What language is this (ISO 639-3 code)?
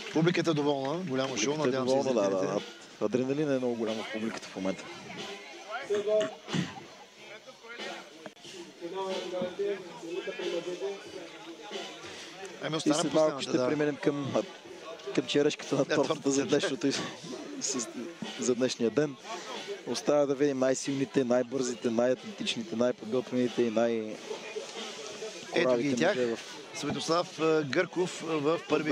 bul